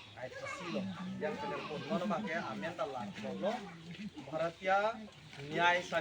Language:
Karbi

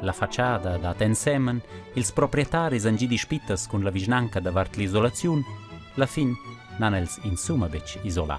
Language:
Romansh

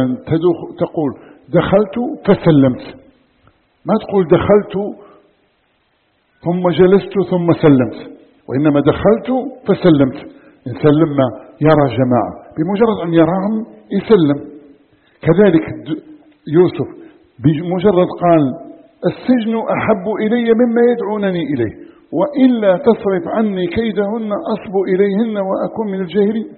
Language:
Arabic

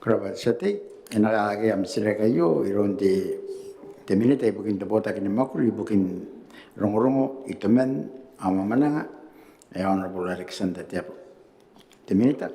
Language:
Gilbertese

